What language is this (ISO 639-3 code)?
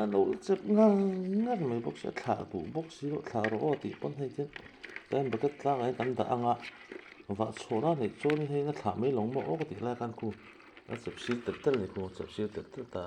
lus